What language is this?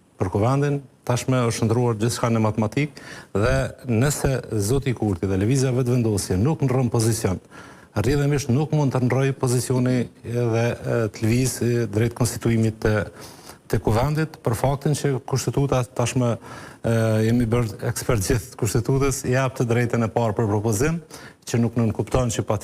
Albanian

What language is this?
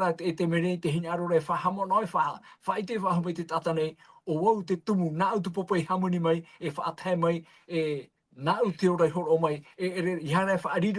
Tahitian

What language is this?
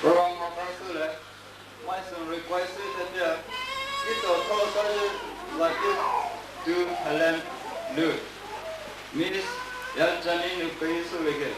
Poumei Naga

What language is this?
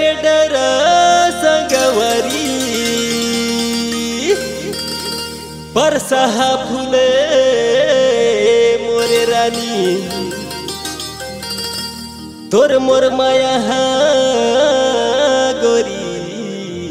Chhattisgarhi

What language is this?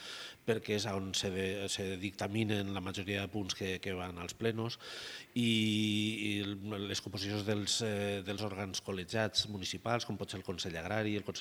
Catalan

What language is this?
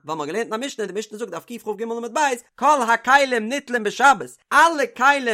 Yiddish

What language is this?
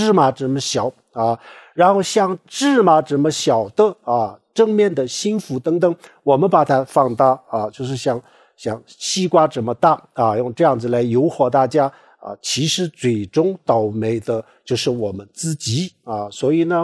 Chinese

